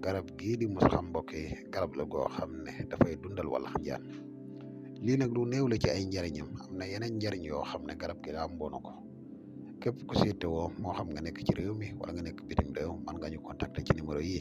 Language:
Wolof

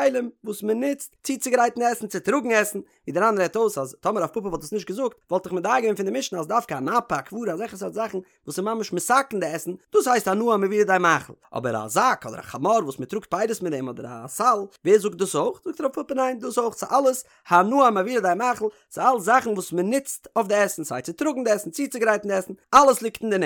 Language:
Yiddish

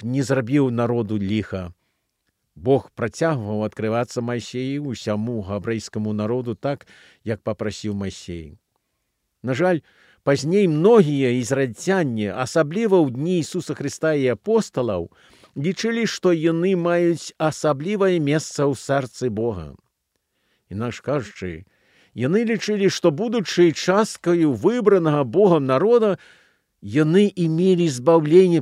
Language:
Belarusian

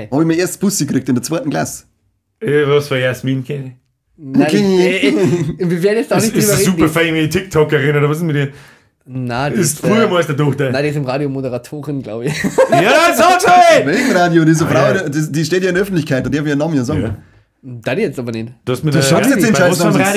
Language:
Bavarian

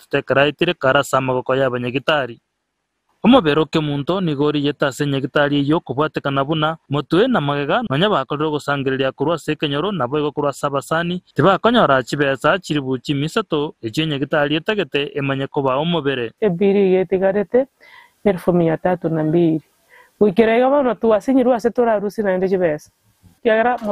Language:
Gusii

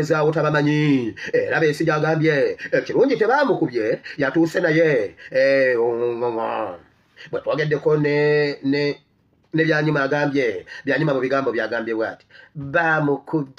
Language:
Ganda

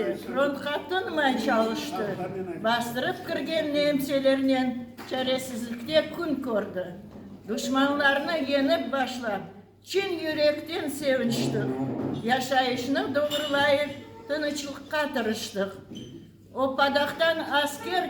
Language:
Crimean Tatar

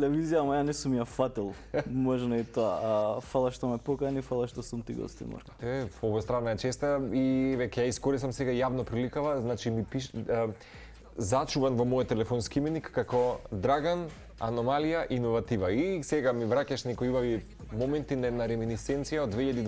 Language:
Macedonian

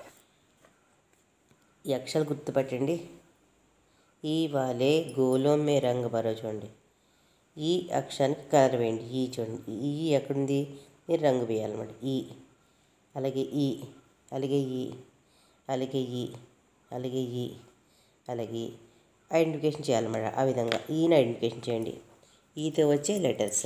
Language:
Telugu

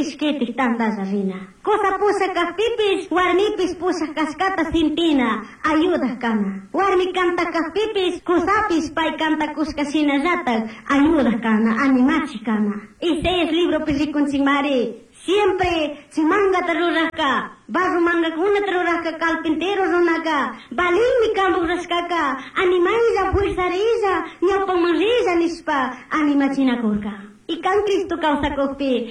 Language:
Chimborazo Highland Quichua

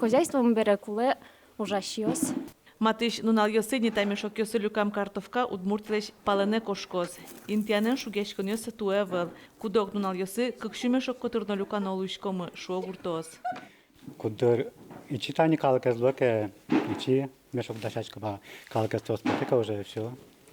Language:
Udmurt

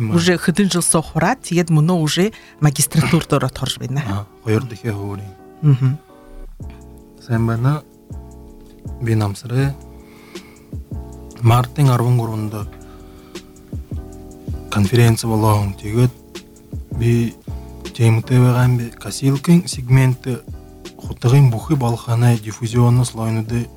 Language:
Buriat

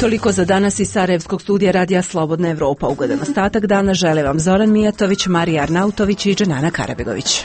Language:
Croatian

